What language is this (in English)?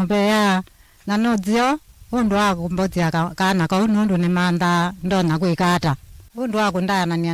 Kamba